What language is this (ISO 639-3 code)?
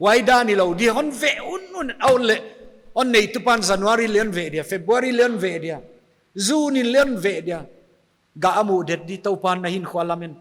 pck